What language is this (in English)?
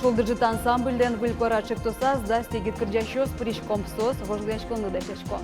Udmurt